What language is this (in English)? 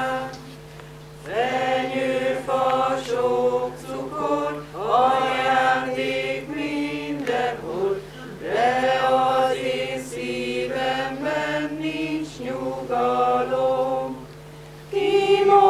Hungarian